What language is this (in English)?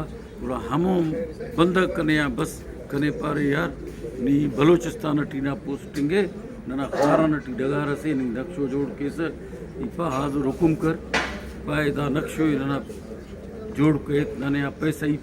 Brahui